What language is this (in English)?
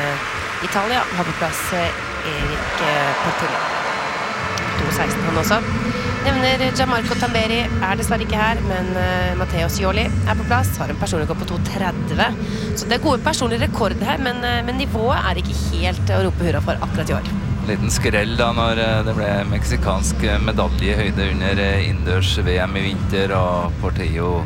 Norwegian